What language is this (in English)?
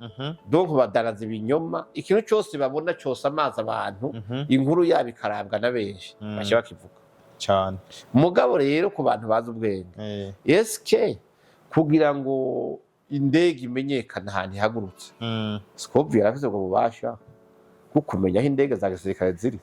Rundi